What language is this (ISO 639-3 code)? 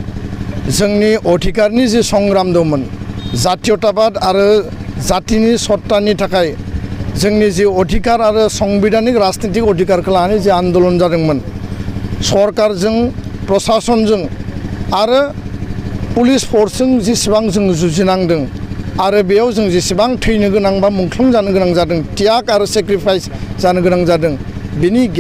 brx